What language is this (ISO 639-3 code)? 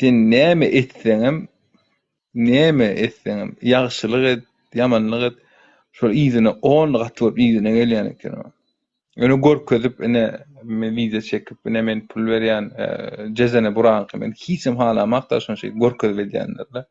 tuk